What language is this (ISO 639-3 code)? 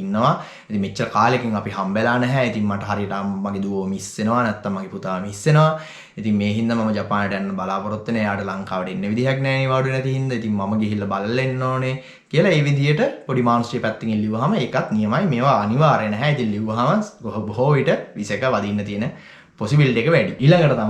sin